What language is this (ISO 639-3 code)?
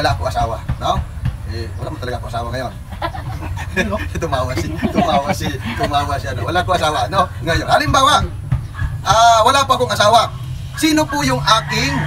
fil